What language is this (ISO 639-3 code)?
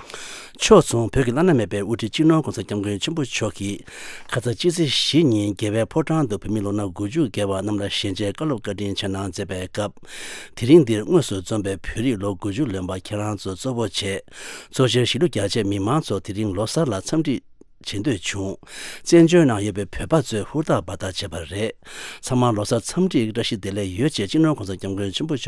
bod